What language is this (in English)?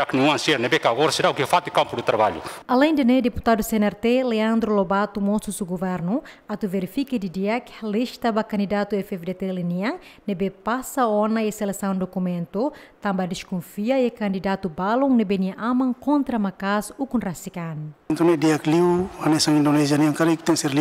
Tetum